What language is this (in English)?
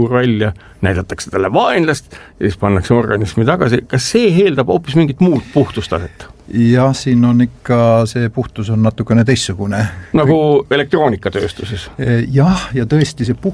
Estonian